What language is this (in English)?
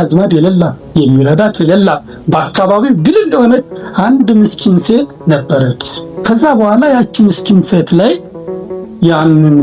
Amharic